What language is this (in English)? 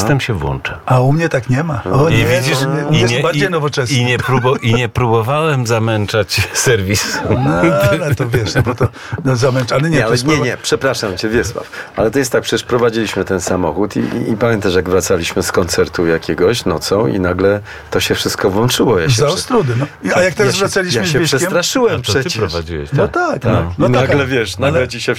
Polish